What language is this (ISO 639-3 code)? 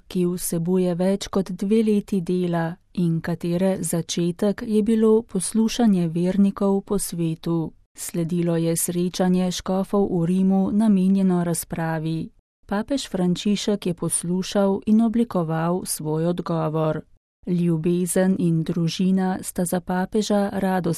slv